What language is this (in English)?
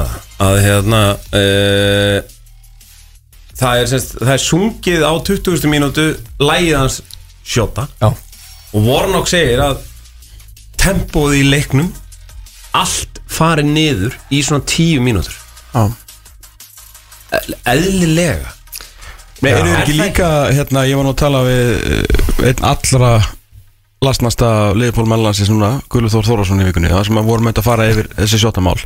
Icelandic